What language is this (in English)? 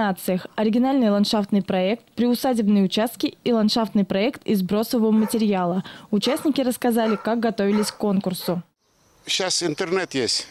Russian